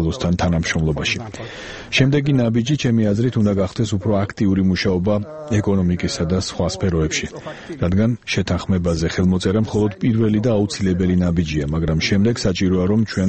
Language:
Georgian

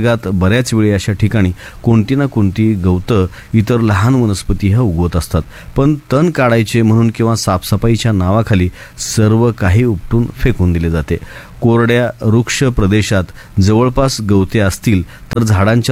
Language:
Marathi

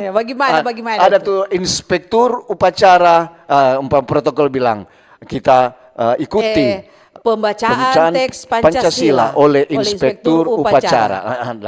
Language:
Manado Malay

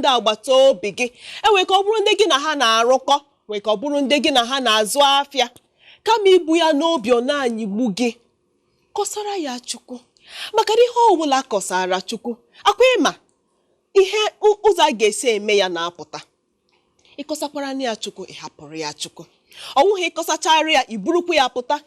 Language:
Igbo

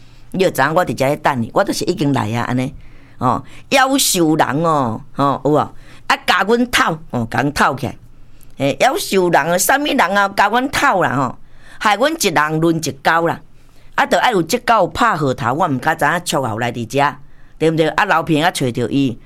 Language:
Min Nan Chinese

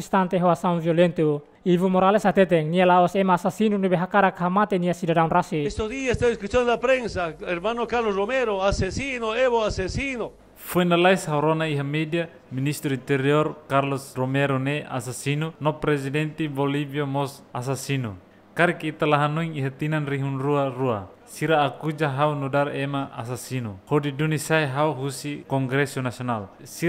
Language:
Tetum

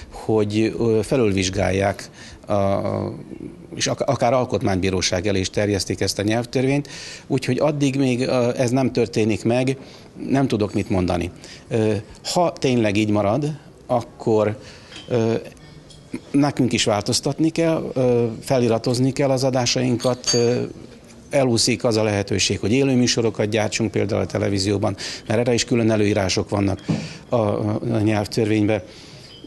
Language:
Hungarian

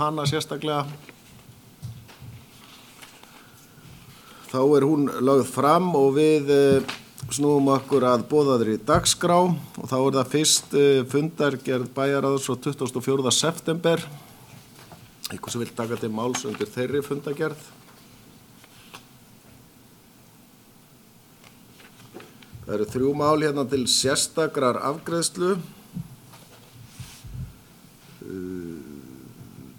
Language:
Icelandic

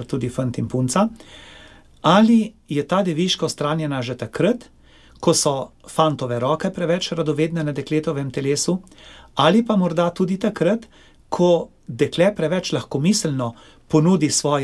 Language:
Slovenian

